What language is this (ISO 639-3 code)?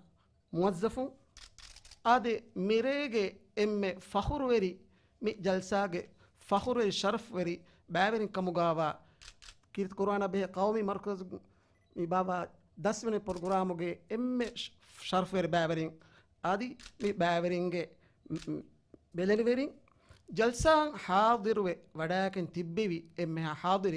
div